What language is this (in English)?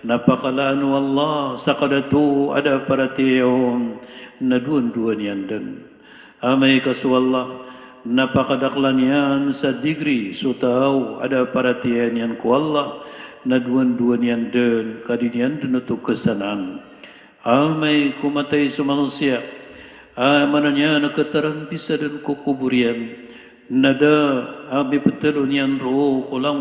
Maranao